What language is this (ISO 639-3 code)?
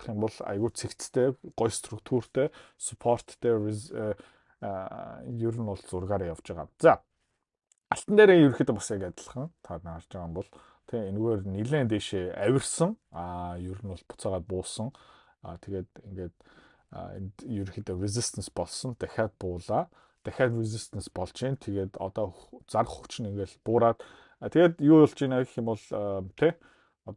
mon